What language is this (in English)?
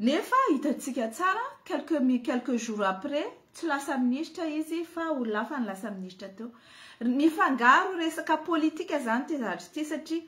Malagasy